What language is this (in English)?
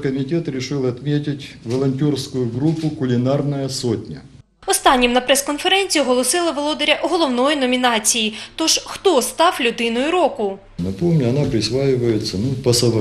Ukrainian